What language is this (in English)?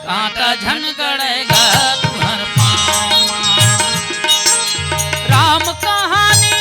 Chhattisgarhi